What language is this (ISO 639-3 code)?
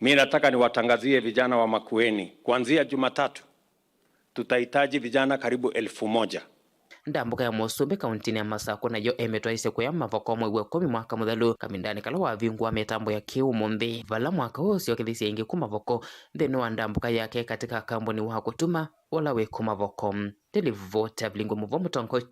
kam